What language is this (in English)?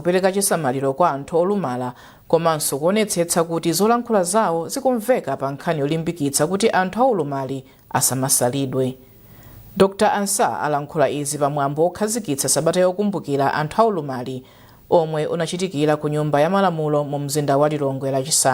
Nyanja